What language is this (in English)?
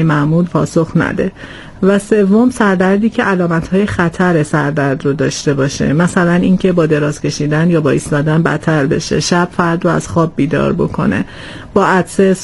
Persian